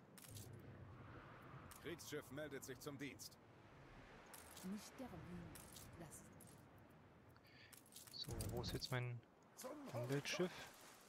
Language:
German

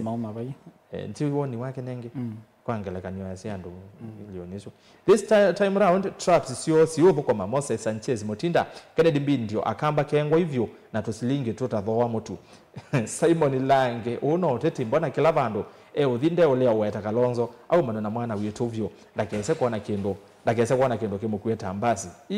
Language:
Kamba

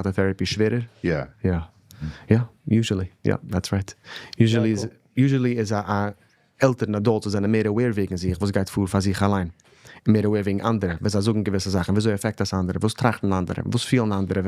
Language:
Yiddish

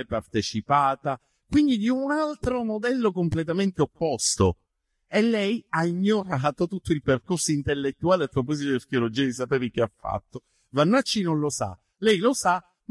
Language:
Italian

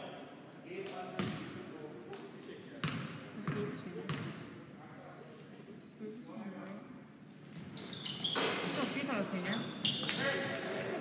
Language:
English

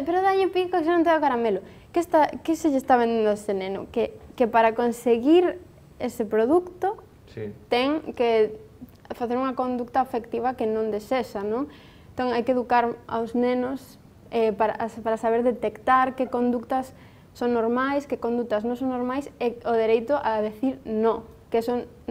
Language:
Galician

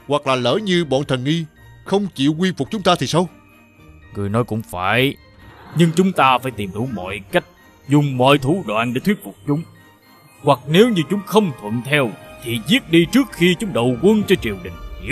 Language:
Vietnamese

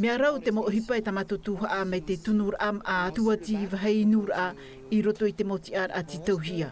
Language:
Tahitian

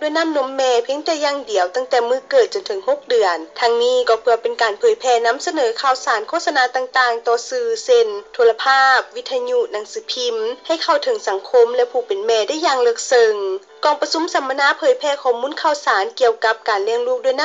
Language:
Lao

